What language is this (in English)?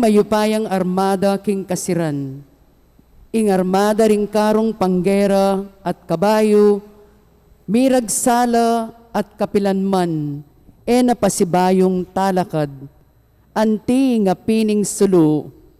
Pampanga